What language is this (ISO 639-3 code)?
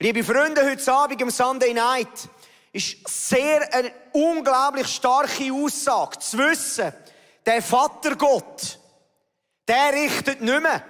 gsw